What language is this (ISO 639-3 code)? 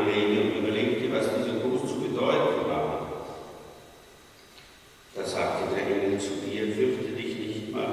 deu